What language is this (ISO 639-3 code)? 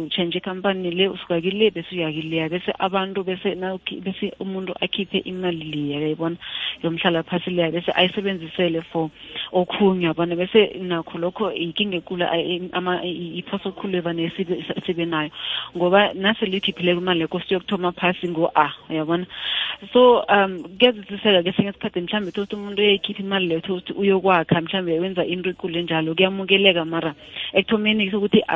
nbl